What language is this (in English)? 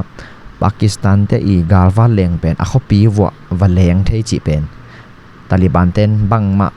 Tedim Chin